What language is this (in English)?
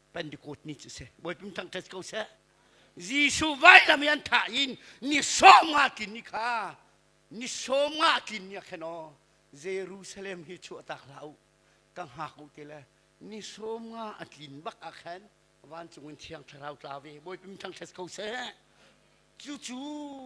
Hakha Chin